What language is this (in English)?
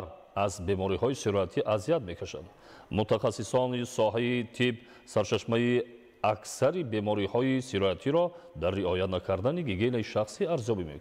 Tajik